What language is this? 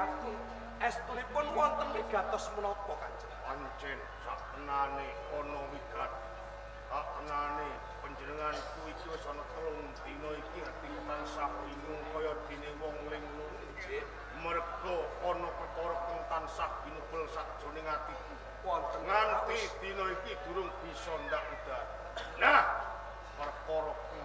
Javanese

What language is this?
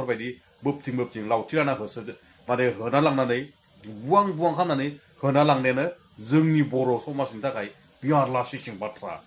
Bodo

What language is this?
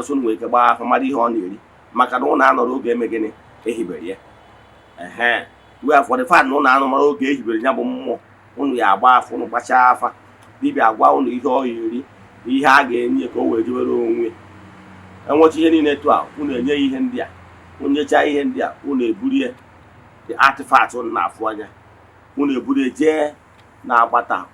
Igbo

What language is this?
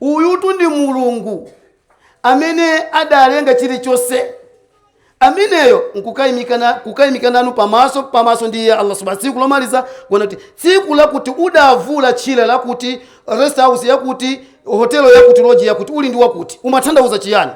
Nyanja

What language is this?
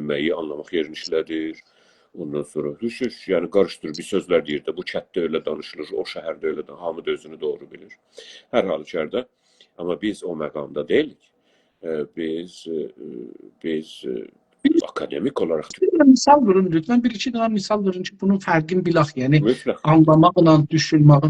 South Azerbaijani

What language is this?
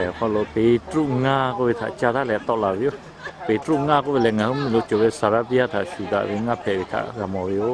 Lahu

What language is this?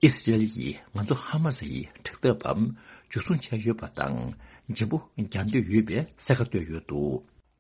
Tibetan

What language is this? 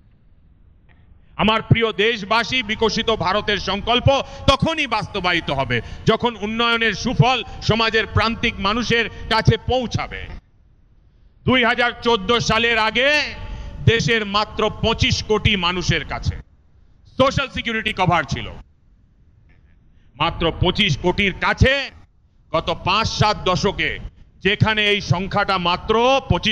Bangla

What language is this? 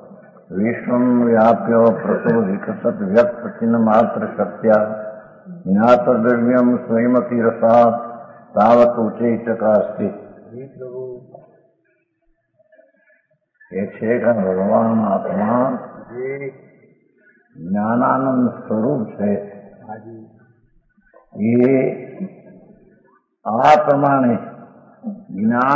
Gujarati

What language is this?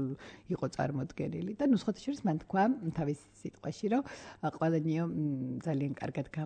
Georgian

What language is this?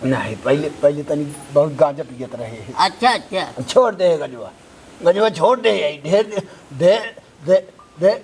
Awadhi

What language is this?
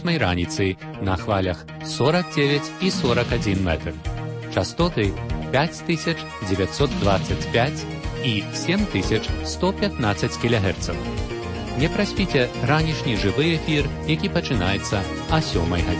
Belarusian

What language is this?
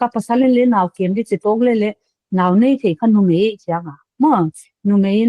Paite Chin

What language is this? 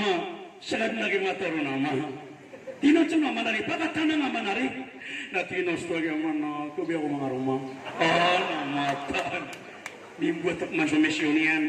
Maranao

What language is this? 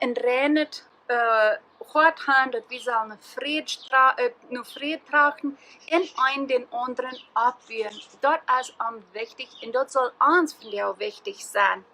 Plautdietsch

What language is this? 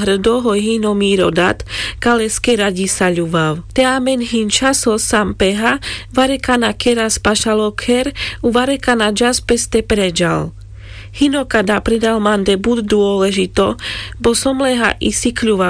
Carpathian Romani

